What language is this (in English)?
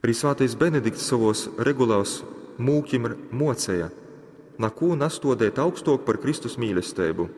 Latgalian